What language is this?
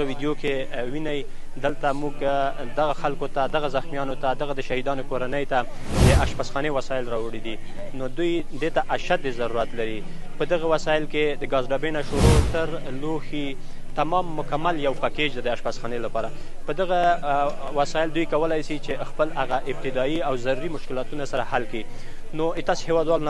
Pashto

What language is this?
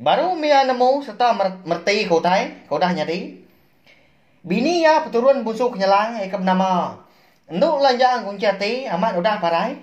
Iban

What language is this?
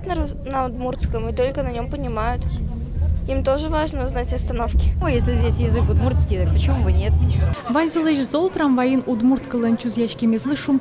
Udmurt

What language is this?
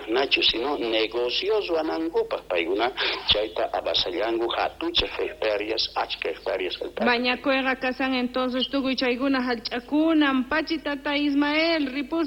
South Bolivian Quechua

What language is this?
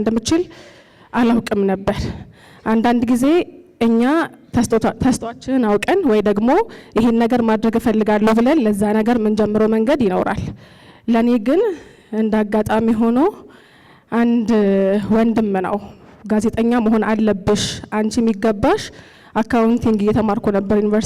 Amharic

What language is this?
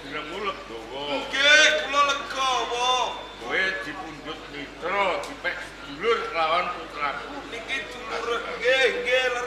Javanese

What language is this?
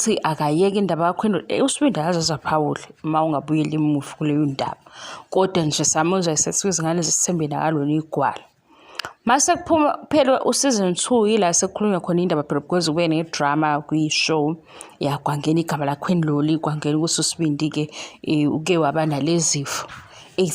Zulu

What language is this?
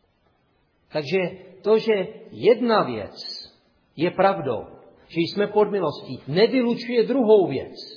Czech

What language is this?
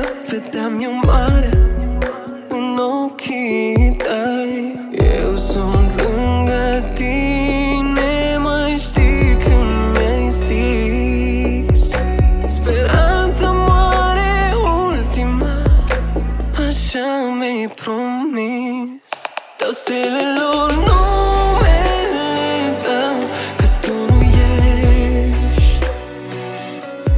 Romanian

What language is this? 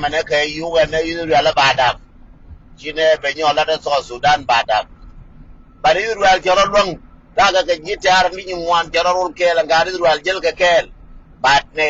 Nuer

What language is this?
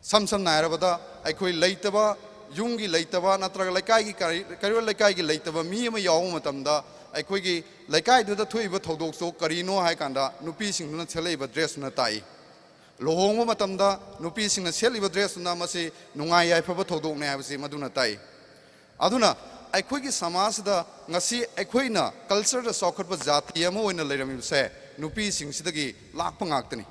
Manipuri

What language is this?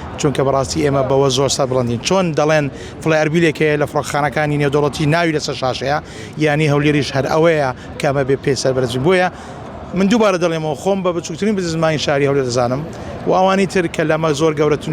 Central Kurdish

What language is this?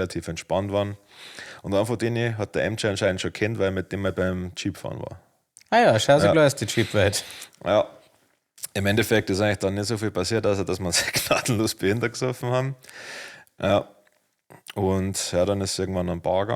Bavarian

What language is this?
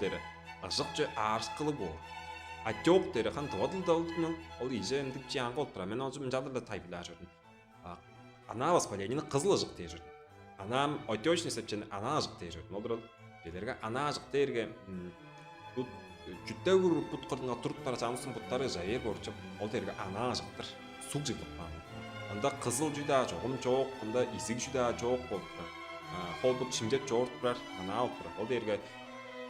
Tuvinian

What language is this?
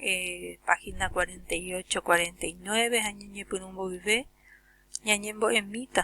Guarani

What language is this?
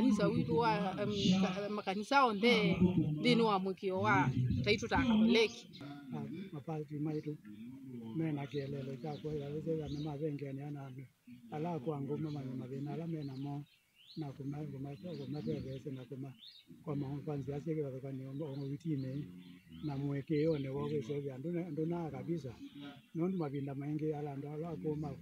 Kamba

